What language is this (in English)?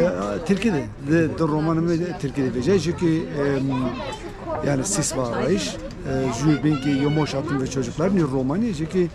Zaza